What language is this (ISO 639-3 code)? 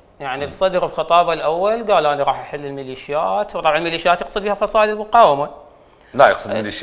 acm